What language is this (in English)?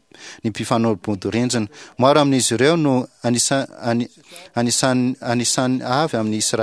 Malagasy